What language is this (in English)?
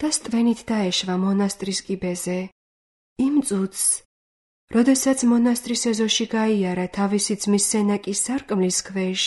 Georgian